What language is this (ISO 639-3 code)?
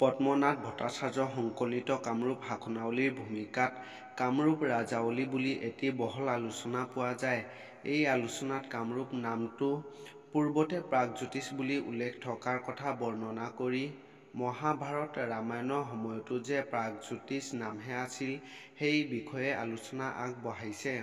asm